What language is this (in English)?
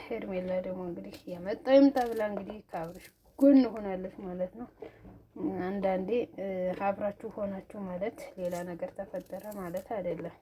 Amharic